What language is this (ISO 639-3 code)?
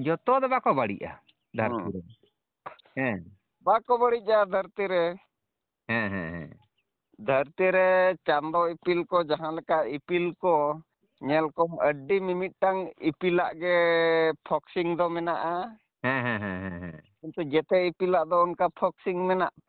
sat